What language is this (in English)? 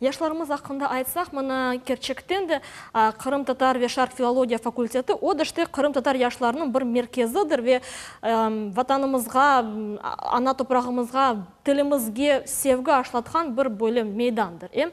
Crimean Tatar